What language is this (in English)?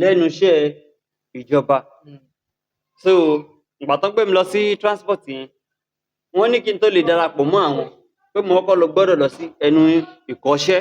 Yoruba